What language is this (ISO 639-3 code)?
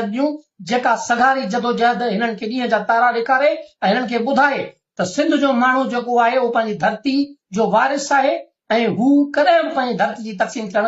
snd